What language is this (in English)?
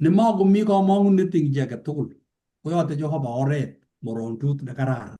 Kalenjin